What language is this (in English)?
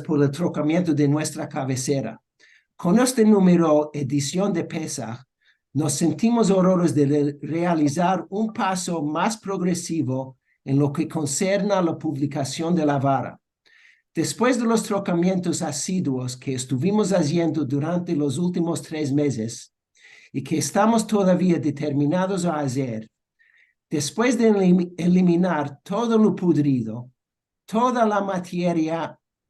Ladino